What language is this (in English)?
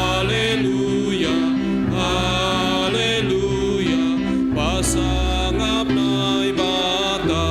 Batak Simalungun